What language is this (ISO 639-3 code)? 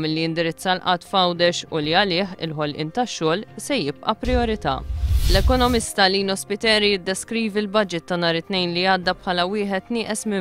mlt